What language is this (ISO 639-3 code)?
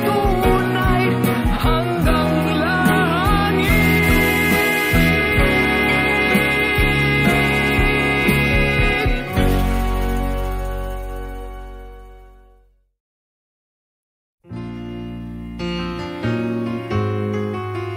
fil